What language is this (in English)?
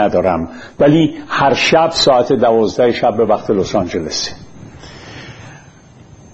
Persian